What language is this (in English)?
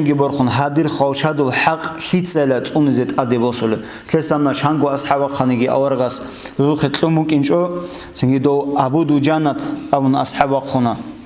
Avaric